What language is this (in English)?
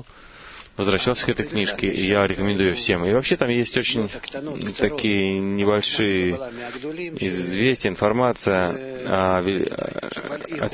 Russian